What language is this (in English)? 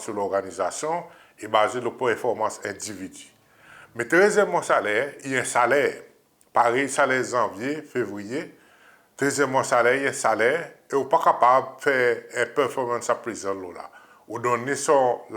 Seselwa Creole French